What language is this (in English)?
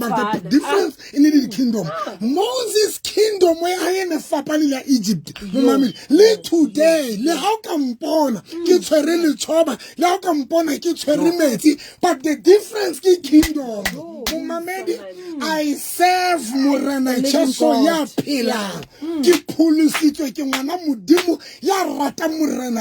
Southern Sotho